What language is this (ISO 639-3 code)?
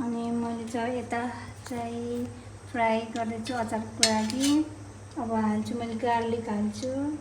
nep